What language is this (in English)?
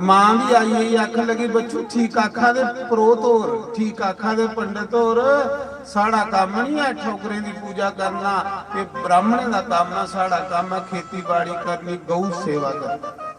Dogri